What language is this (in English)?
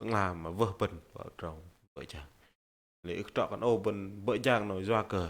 Bahnar